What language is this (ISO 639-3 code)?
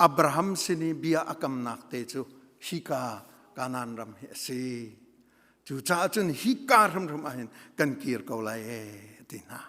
cnh